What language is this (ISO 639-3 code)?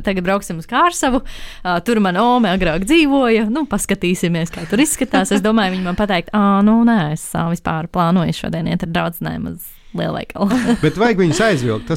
lav